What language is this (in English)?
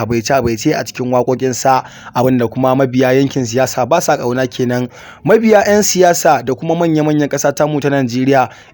Hausa